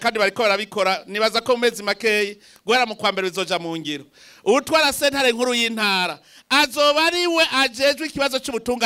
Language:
Rundi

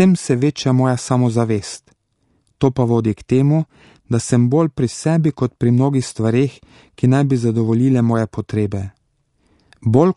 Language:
Slovenian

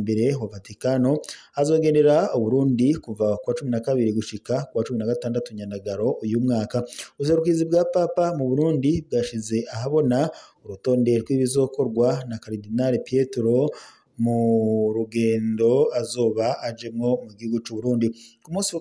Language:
Rundi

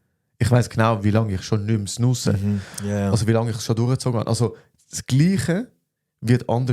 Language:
Swiss German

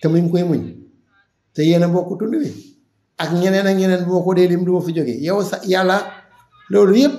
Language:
Wolof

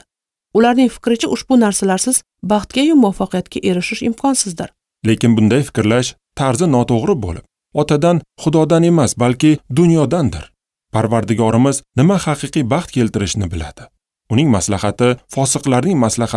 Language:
Uzbek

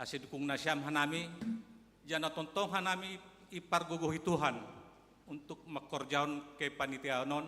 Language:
Batak Simalungun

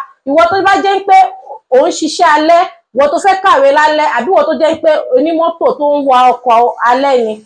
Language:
Yoruba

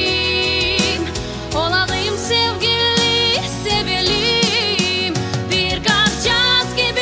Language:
Gagauz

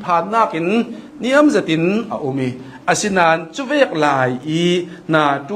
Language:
Hakha Chin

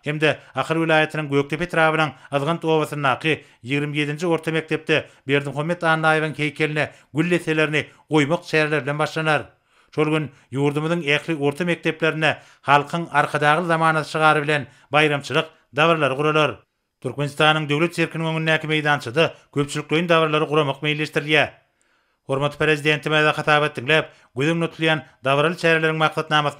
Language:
Turkmen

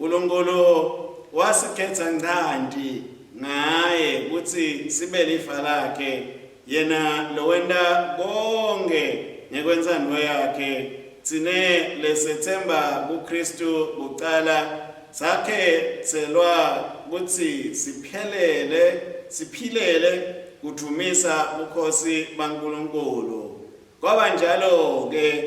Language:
Swati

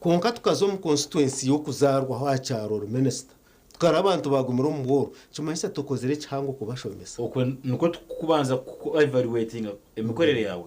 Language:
Nyankole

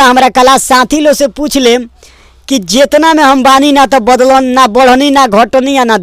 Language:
Bhojpuri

